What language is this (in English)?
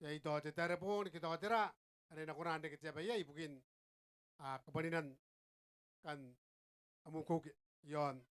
Gilbertese